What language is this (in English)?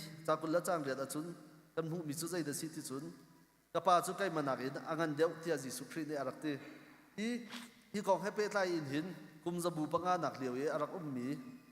Hakha Chin